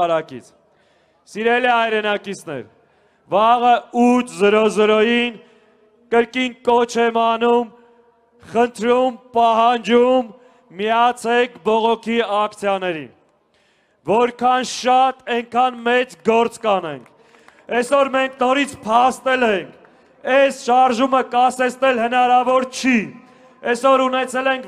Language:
Armenian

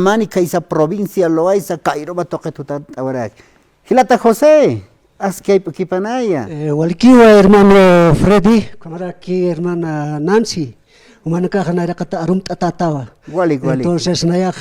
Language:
Aymara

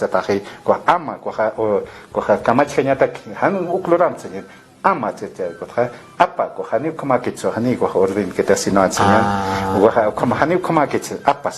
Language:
Aymara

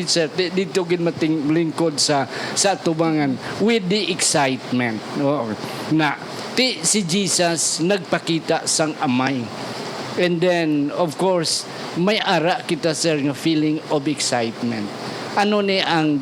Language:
Hiligaynon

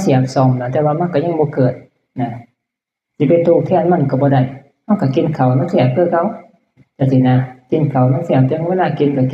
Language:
Northeastern Thai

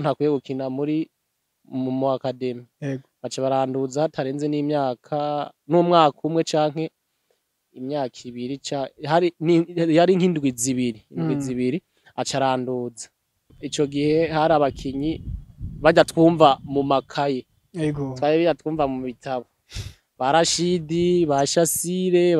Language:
Rundi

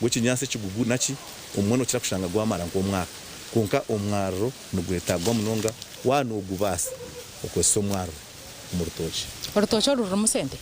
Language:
Nyankole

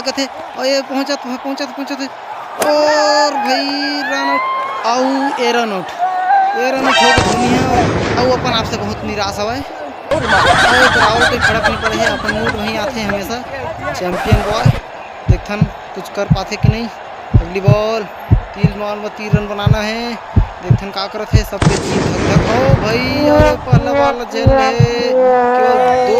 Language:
Chhattisgarhi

